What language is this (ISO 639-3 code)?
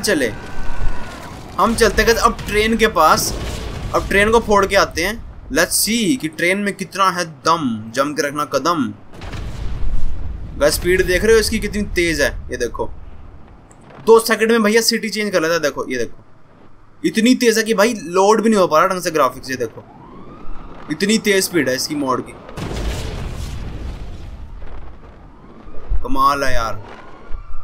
hin